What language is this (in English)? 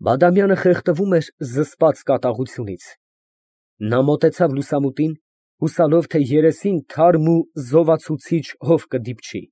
Armenian